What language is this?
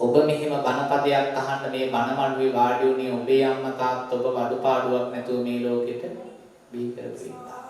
Sinhala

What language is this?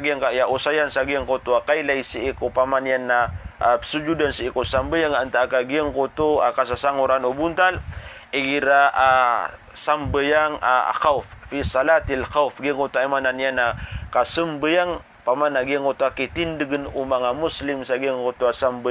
Maranao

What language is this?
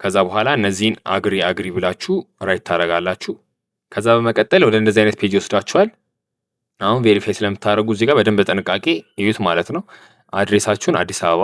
Amharic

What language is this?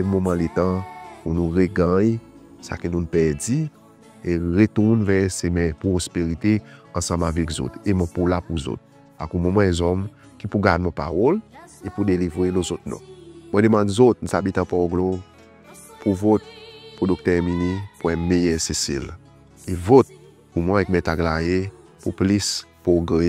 Seselwa Creole French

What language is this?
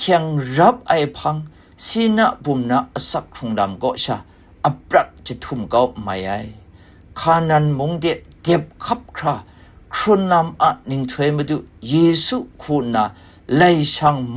Kachin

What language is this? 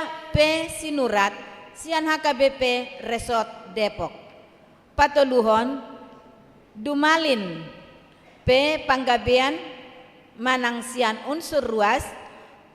Batak Toba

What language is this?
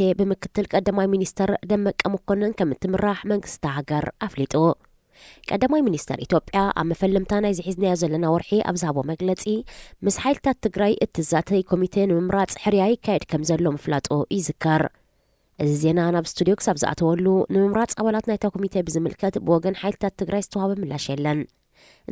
Tigrinya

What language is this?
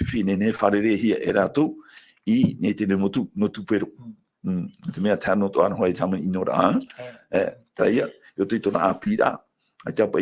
Tahitian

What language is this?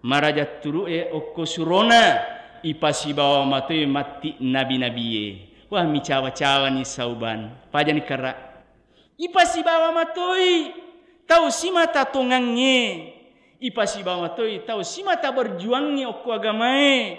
Buginese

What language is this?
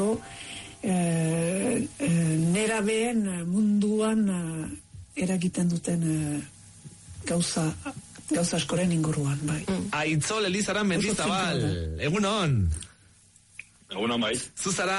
Basque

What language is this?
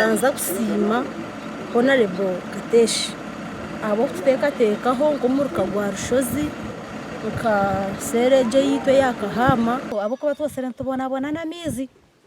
Nyankole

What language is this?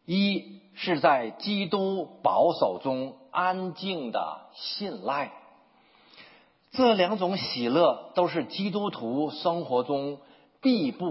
Chinese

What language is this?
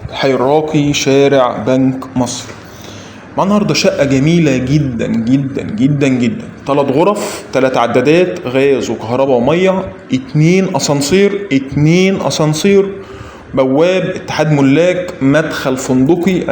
Egyptian Arabic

